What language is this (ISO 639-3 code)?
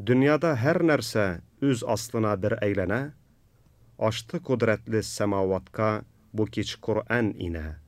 tat